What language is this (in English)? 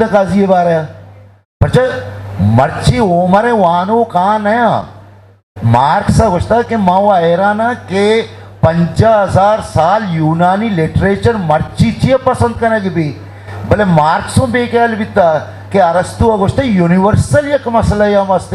Eastern Balochi